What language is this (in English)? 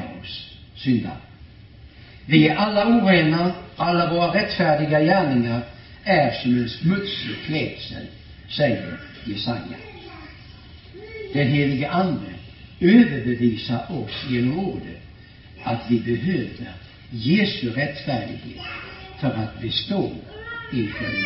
Swedish